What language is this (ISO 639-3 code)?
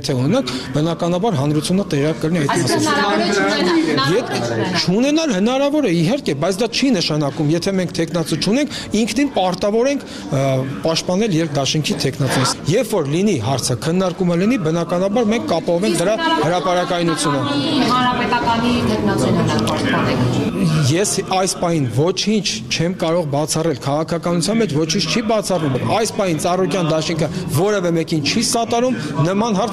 hye